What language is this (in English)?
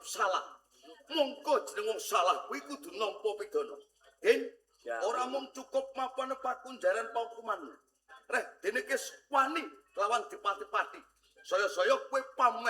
Javanese